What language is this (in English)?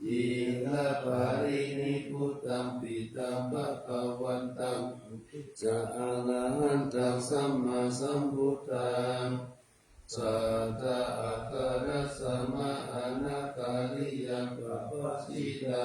Pali